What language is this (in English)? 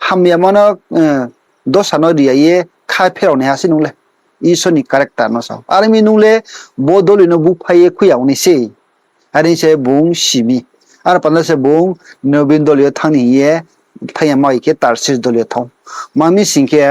Riang (India)